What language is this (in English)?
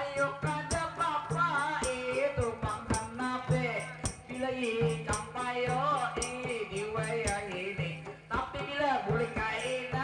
Banjar